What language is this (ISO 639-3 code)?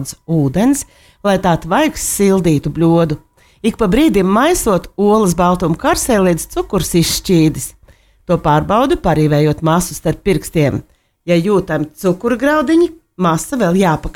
lav